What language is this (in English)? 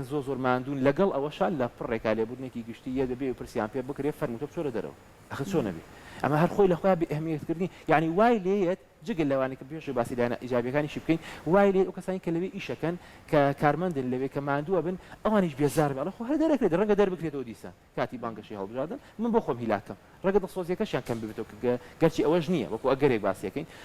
Central Kurdish